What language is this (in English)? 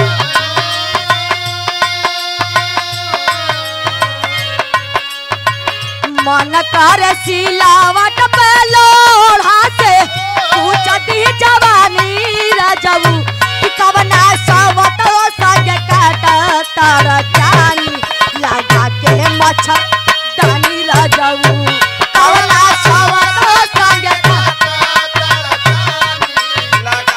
Bhojpuri